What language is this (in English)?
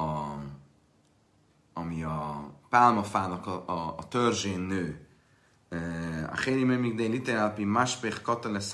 Hungarian